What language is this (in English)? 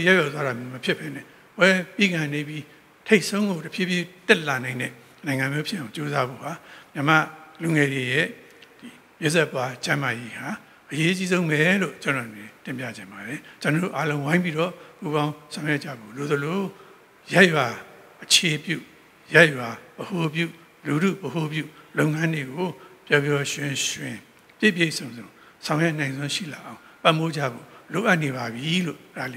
Burmese